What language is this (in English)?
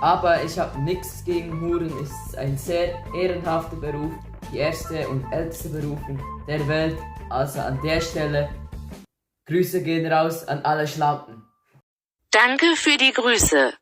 Swiss German